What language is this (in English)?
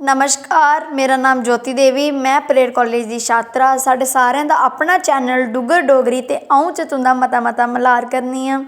Dogri